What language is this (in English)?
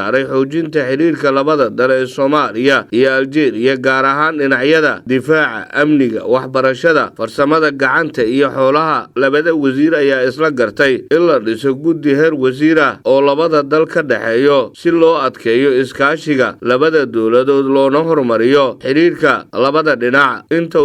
Somali